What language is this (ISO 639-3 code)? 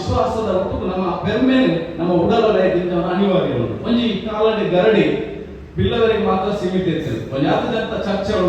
tcy